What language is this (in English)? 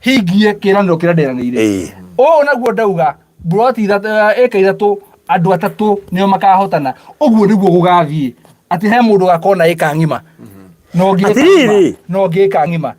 Kikuyu